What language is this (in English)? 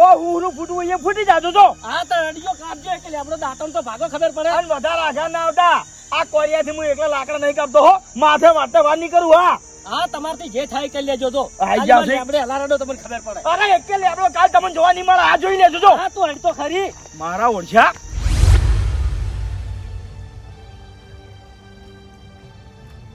Gujarati